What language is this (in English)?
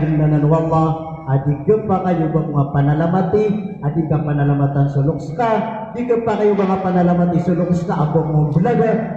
Maranao